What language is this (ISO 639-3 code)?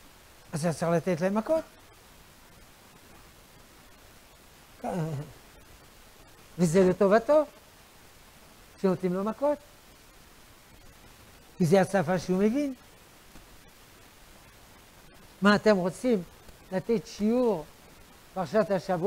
heb